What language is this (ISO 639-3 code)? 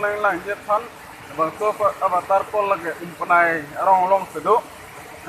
mjw